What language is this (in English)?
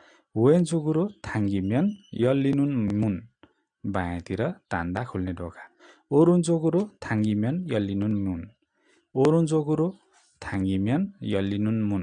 Nepali